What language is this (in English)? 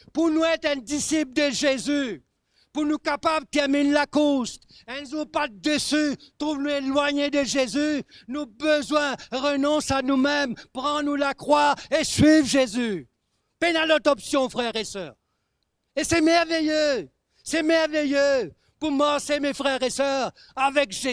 Morisyen